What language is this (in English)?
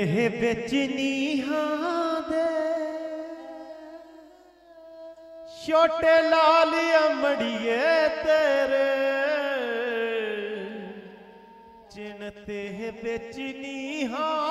Punjabi